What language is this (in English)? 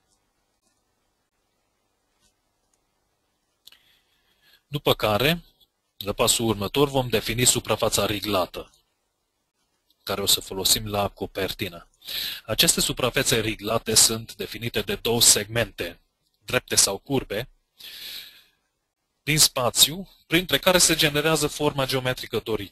Romanian